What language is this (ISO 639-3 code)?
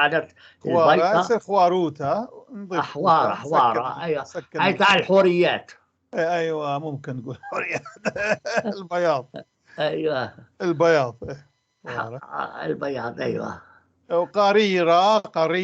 apc